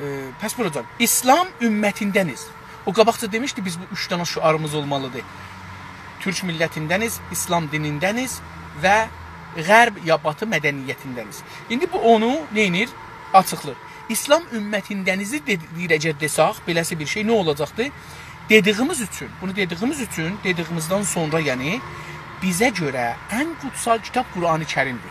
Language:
South Azerbaijani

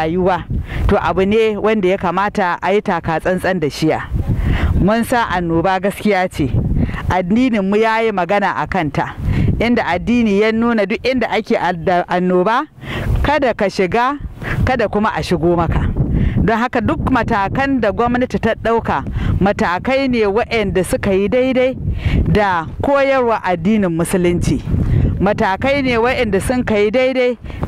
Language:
Hausa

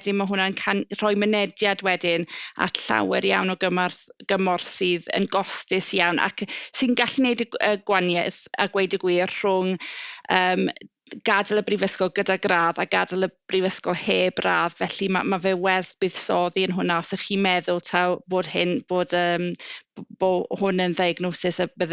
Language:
Welsh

